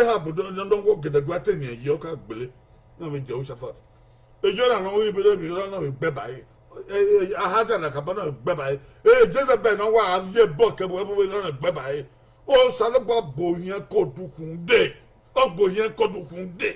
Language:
Bini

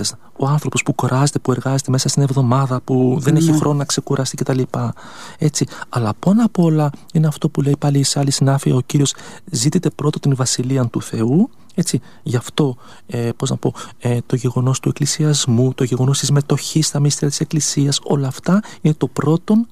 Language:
Greek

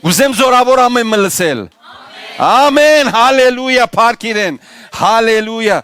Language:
Western Armenian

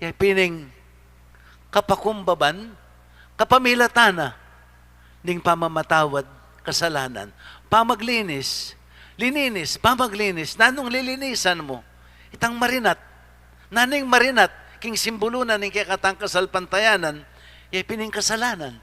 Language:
Pampanga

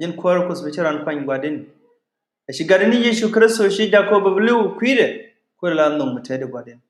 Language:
Nuer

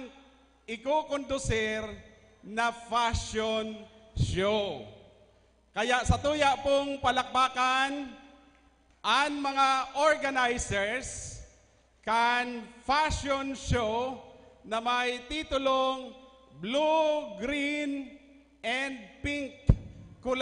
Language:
Bikol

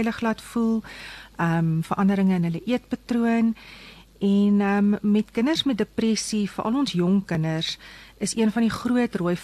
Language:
Afrikaans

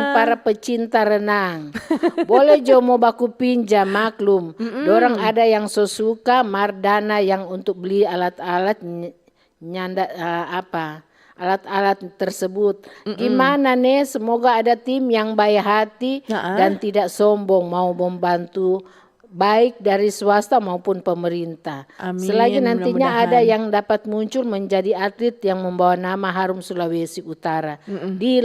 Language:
Manado Malay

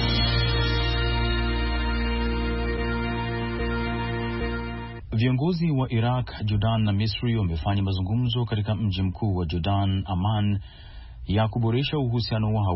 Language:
Swahili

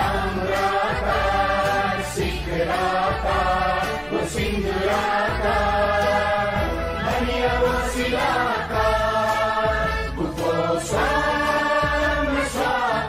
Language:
Newari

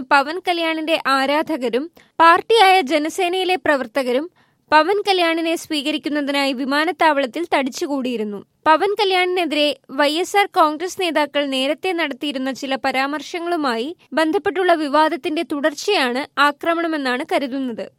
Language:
Malayalam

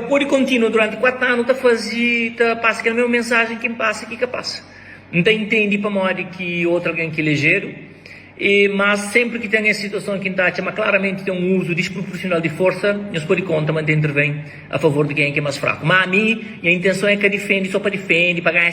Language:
Kabuverdianu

